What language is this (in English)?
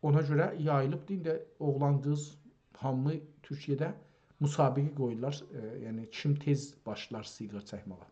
South Azerbaijani